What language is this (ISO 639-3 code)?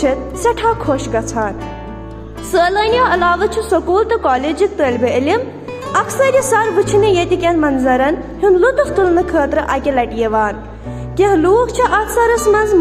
kas